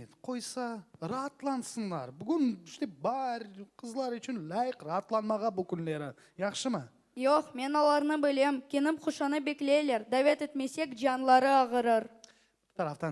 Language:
Crimean Tatar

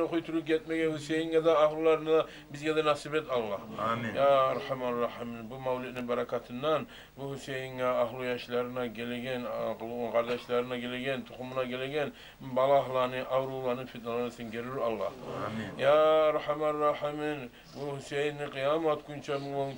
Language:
Kumyk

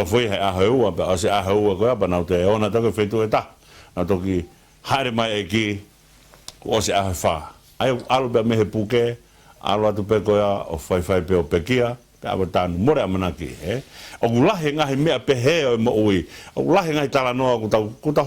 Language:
Tongan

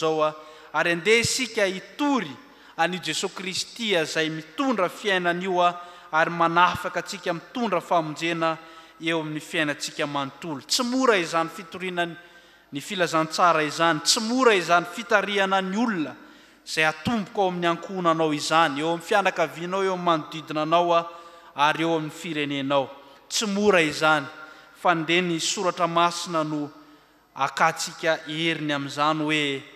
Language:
Malagasy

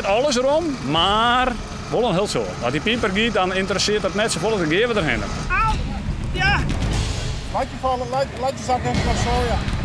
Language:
Western Frisian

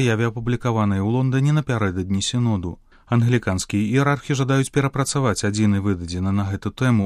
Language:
Belarusian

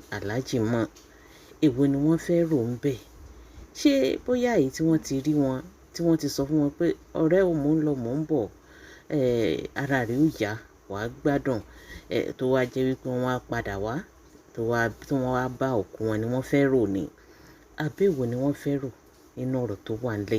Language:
Yoruba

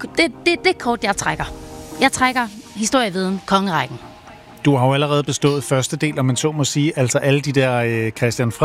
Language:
Danish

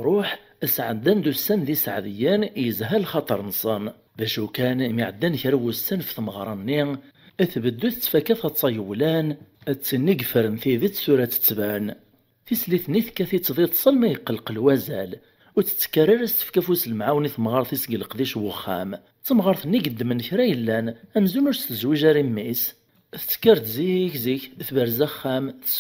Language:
Kabyle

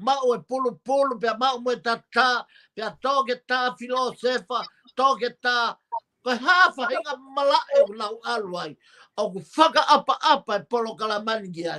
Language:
Tongan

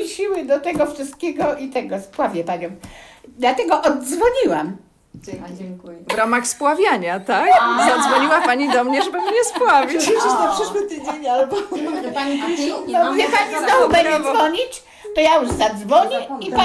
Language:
Polish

